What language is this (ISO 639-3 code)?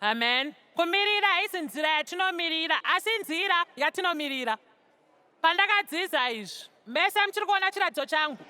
sna